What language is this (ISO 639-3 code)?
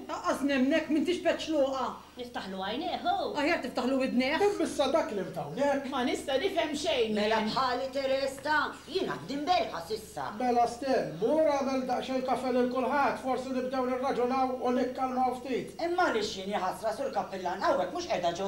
mlt